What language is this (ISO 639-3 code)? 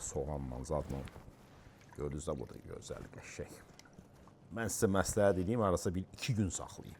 aze